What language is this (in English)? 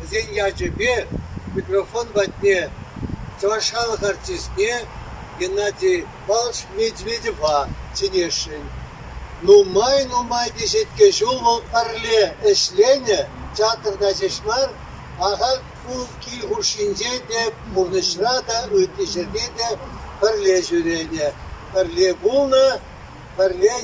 Chuvash